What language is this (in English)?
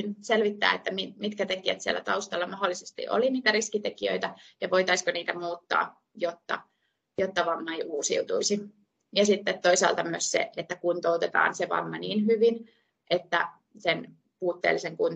Finnish